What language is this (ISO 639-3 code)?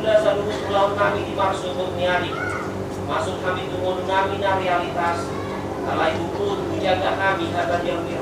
bbc